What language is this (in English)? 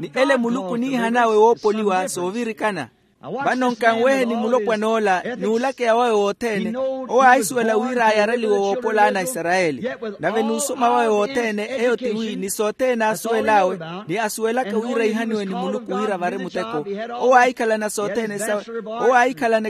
Makhuwa